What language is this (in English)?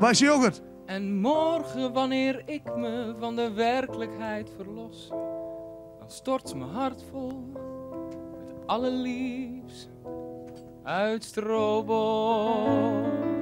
Western Frisian